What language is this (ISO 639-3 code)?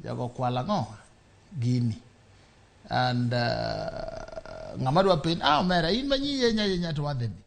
luo